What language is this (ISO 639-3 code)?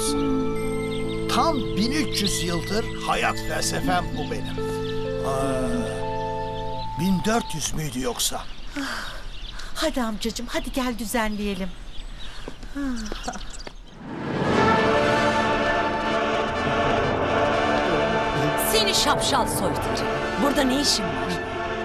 tur